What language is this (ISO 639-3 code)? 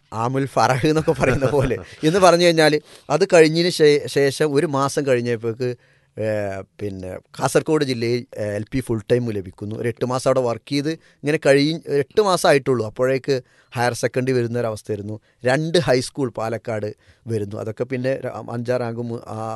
mal